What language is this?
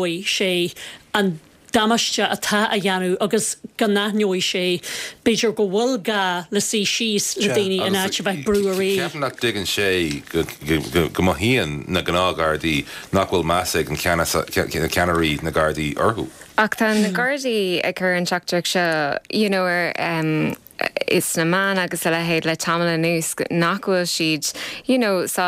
Irish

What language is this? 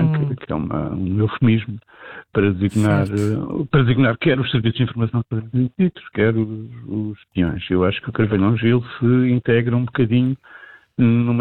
Portuguese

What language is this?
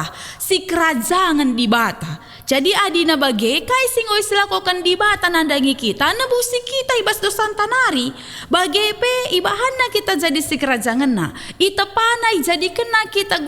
Batak Karo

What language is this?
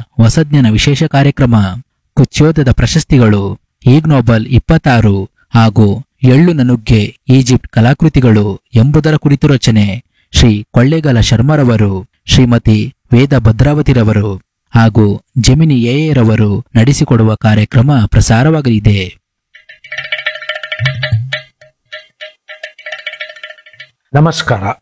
Kannada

